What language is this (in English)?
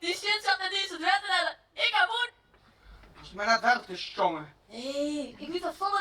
Western Frisian